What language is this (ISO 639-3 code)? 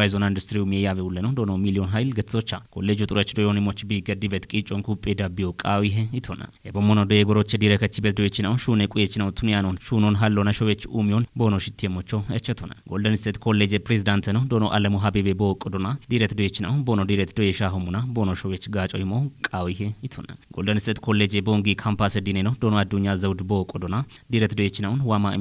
kbr